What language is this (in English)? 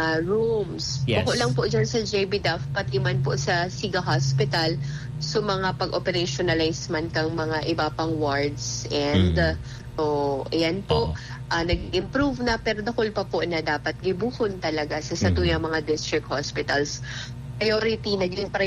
Bikol